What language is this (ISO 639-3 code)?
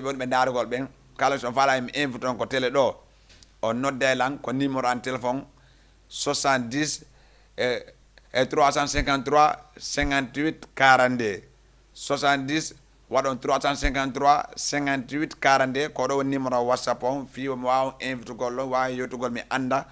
ful